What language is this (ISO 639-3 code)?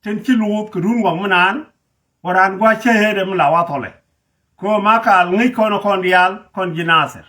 nus